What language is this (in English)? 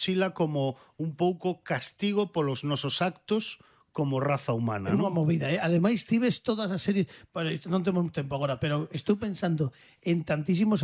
Galician